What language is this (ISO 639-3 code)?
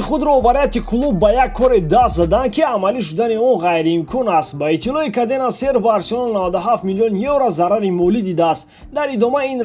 tgk